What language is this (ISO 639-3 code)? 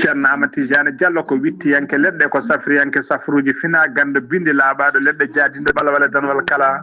ful